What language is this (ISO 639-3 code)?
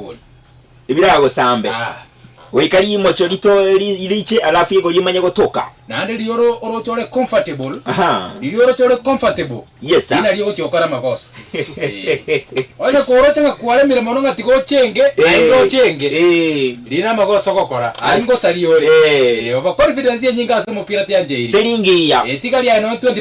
guz